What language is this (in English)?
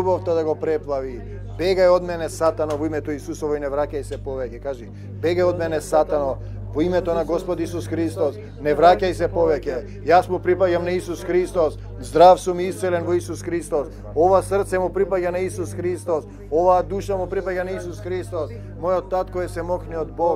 Macedonian